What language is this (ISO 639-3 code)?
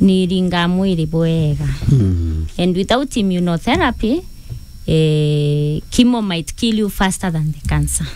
mer